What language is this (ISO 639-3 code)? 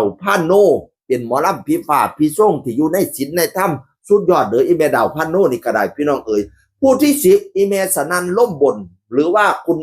tts